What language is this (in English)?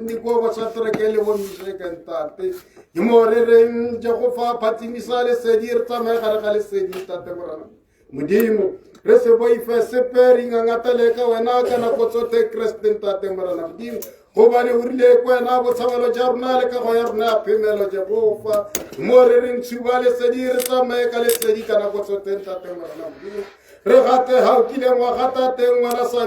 Tswana